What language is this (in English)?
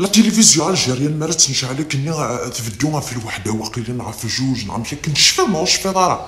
Kabyle